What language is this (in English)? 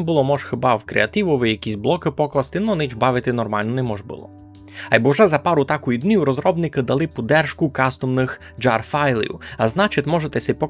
Rusyn